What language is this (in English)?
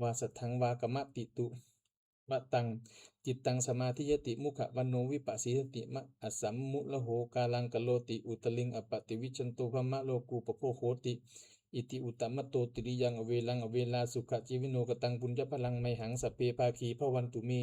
Pali